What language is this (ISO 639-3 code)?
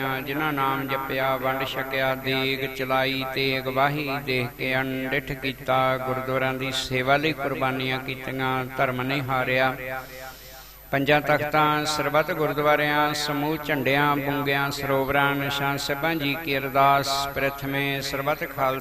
pan